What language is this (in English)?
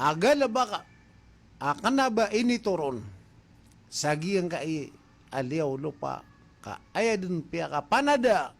Maranao